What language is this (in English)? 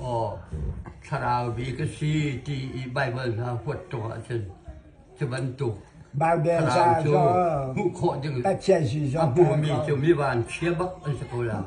Hakha Chin